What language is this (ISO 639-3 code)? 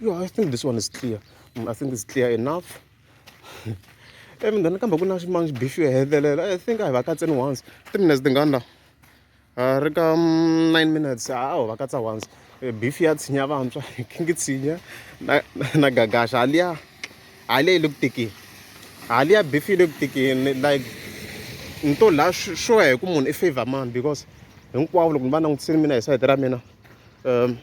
tso